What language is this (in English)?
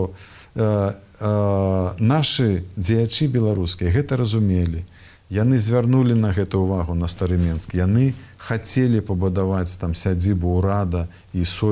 Belarusian